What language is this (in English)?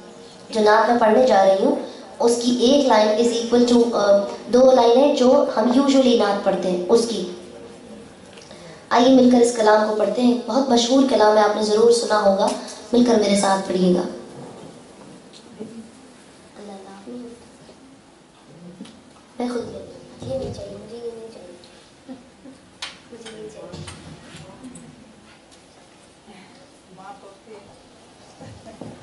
Urdu